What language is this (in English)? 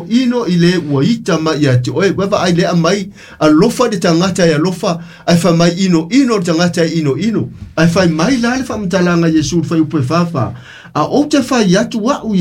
Samoan